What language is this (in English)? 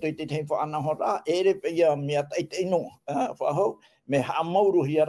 Tahitian